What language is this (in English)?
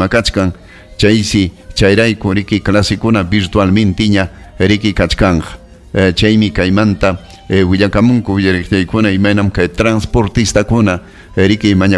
Ayacucho Quechua